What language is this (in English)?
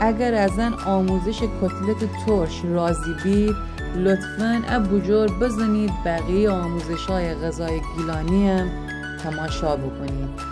Gilaki